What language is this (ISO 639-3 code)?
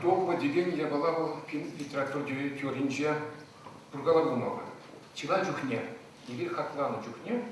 chv